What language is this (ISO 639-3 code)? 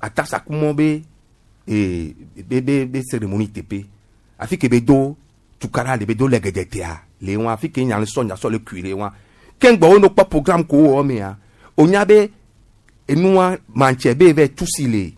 gej